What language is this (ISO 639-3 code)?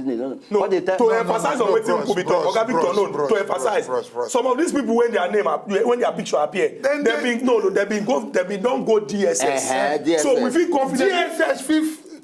pcm